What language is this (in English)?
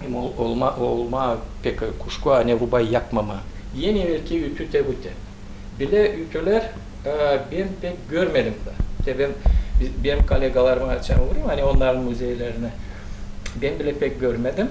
Gagauz